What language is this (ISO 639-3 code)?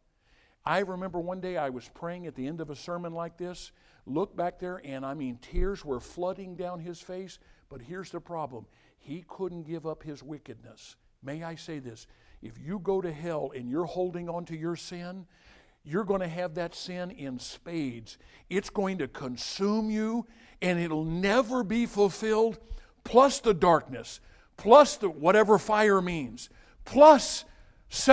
eng